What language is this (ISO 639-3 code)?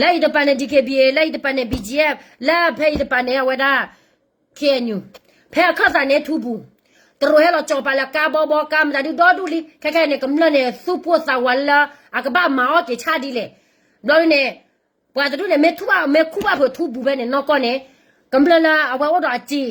ksw